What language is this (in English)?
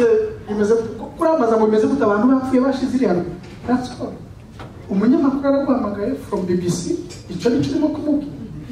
Kinyarwanda